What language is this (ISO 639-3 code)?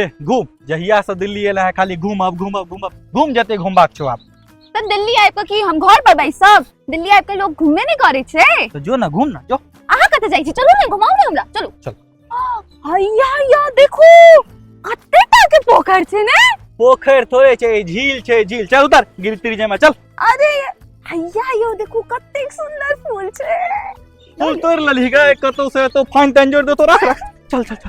mai